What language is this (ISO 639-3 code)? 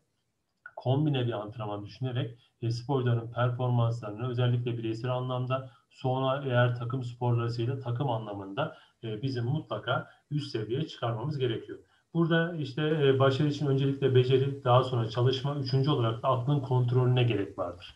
tur